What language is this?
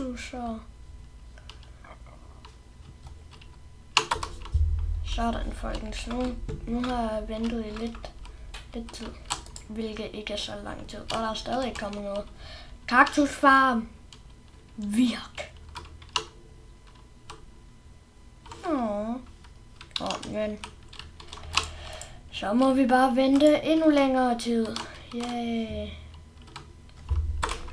Danish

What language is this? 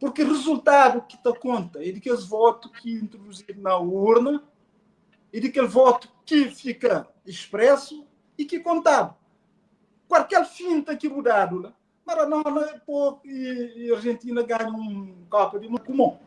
Kabuverdianu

